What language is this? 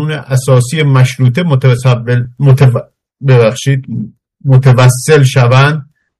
Persian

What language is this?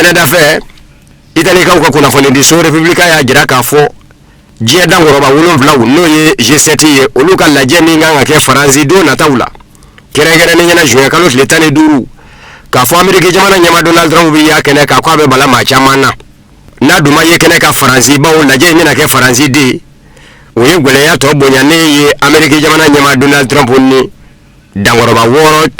Bambara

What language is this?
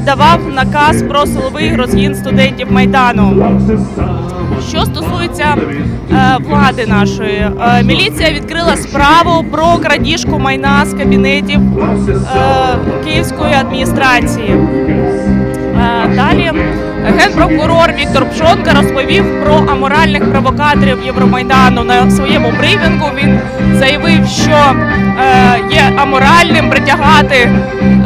Ukrainian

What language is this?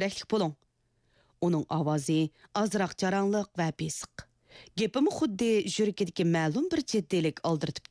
Uyghur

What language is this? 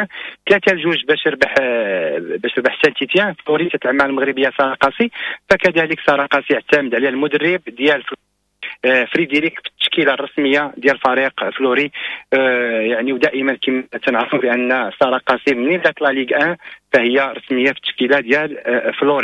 Moroccan Arabic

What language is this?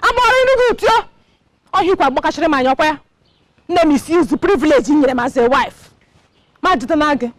Igbo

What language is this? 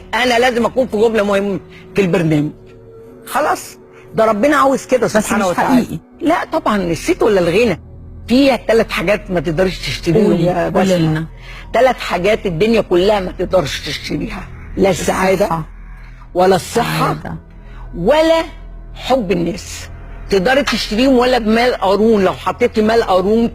Egyptian Arabic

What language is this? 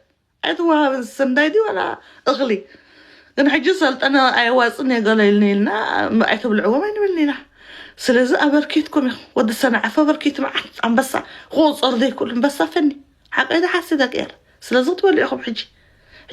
Tigrinya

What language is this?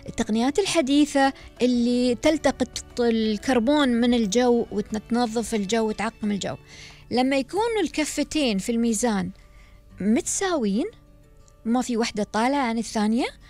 Gulf Arabic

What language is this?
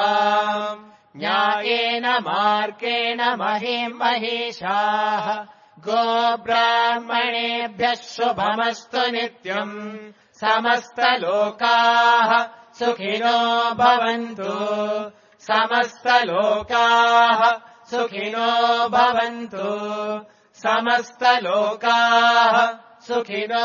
Sanskrit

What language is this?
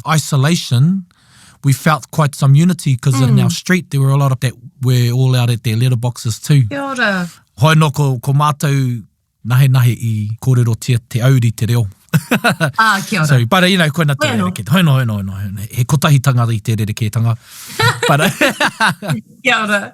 Māori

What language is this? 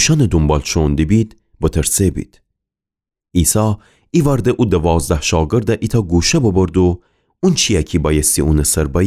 Gilaki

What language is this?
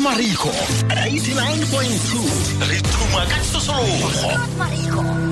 Tswana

